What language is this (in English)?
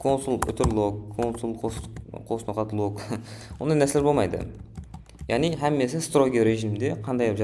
Kara-Kalpak